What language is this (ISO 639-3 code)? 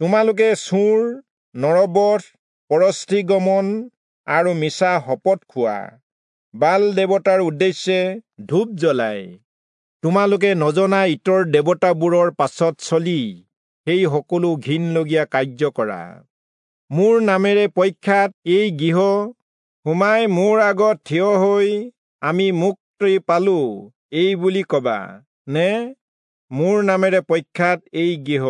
asm